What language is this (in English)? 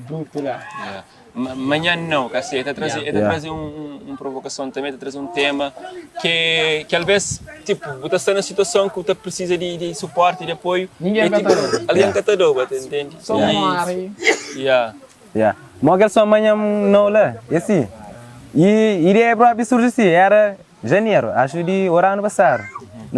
Kabuverdianu